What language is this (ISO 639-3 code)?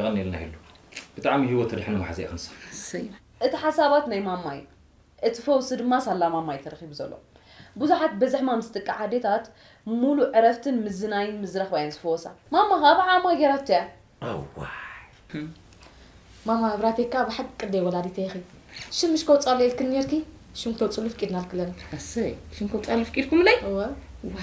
tir